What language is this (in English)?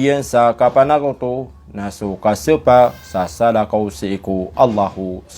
Maranao